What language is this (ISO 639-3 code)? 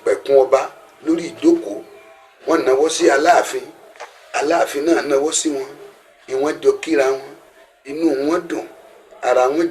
yor